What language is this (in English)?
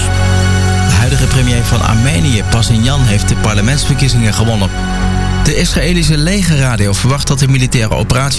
Dutch